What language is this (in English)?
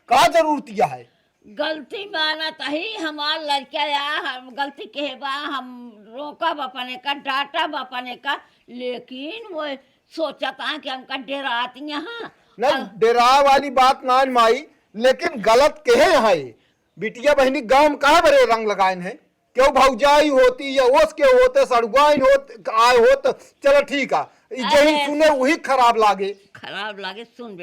Awadhi